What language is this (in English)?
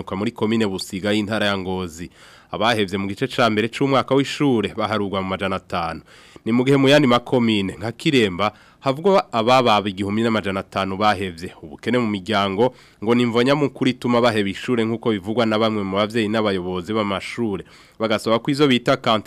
Rundi